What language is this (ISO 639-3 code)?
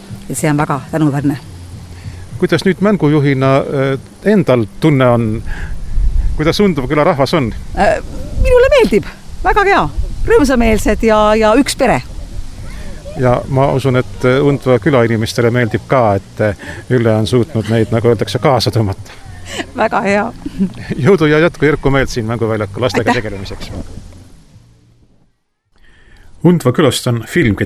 est